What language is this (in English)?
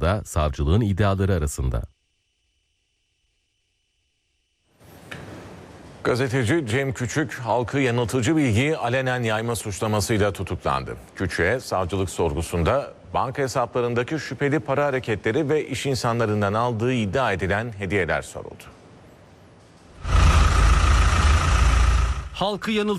Turkish